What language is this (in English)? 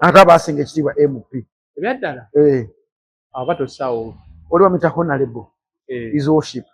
Ganda